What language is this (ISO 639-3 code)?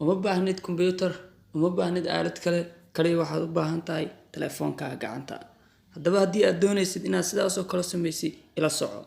som